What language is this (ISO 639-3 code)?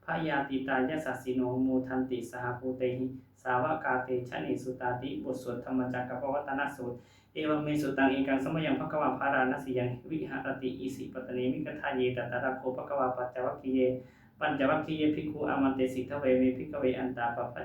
pli